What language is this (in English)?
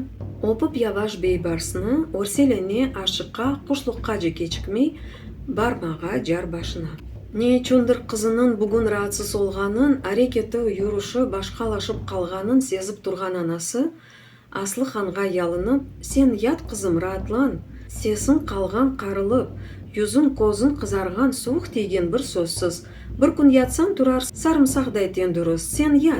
Crimean Tatar